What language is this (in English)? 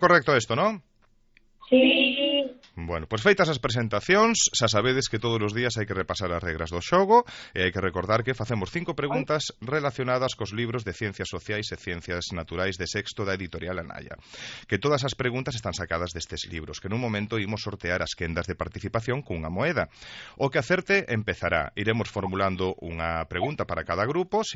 Galician